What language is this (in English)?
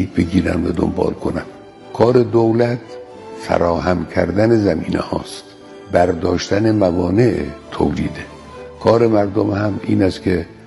Persian